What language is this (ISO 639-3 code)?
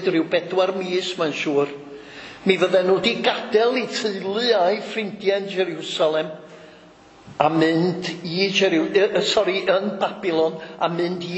cym